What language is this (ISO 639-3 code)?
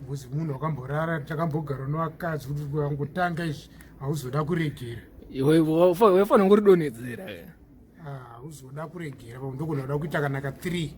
sna